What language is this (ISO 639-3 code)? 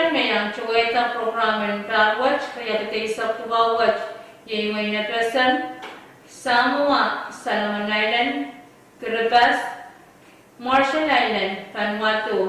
pon